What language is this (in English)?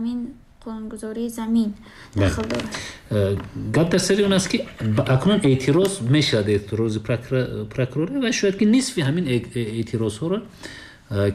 Tajik